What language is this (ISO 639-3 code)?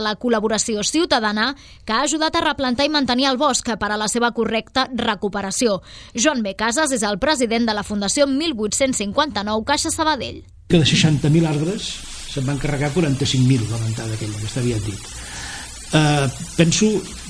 cat